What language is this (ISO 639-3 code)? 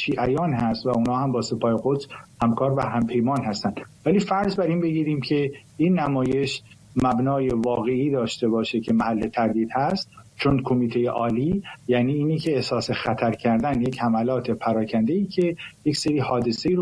fas